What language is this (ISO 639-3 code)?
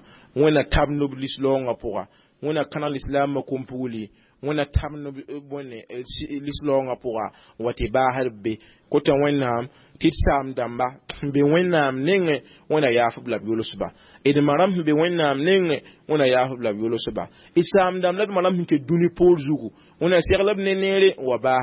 mos